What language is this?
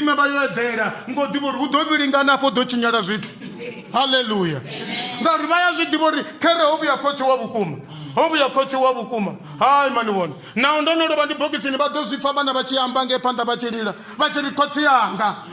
Venda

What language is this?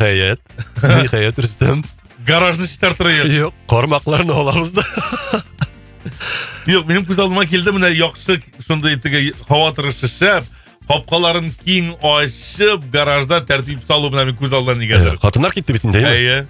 Kazakh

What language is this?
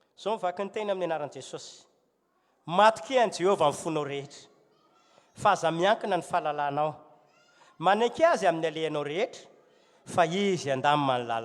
Malagasy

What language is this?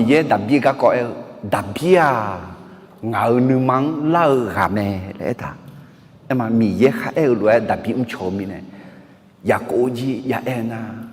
Akha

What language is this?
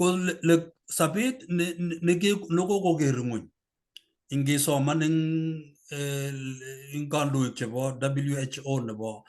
Kalenjin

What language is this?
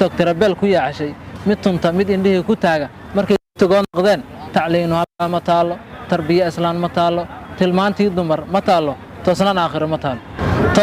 Somali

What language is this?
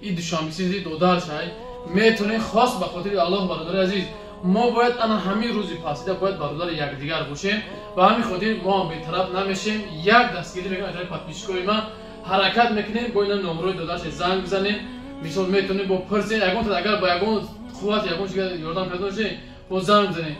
Tajik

